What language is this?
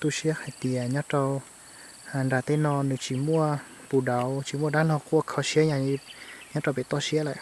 Hmong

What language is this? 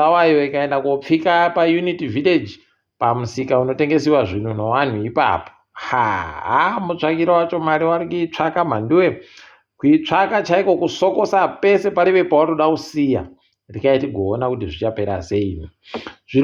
Ndau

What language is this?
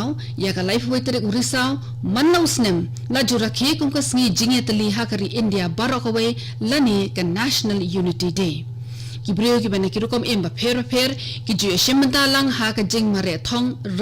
Khasi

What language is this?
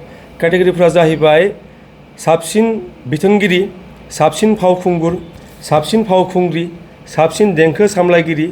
Bodo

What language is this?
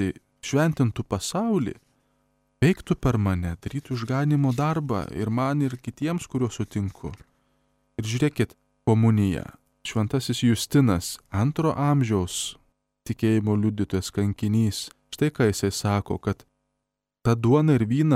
Lithuanian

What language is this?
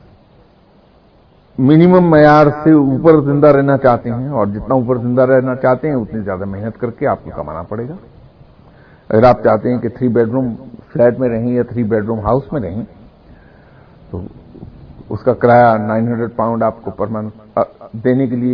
Urdu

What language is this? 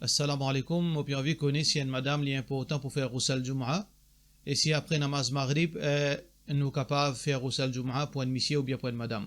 Morisyen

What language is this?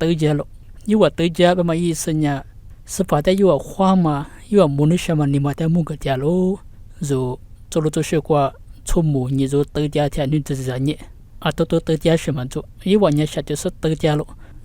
Lisu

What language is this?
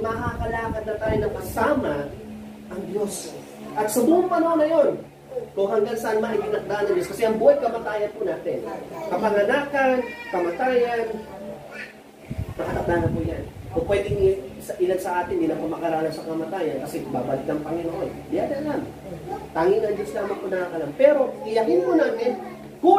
Filipino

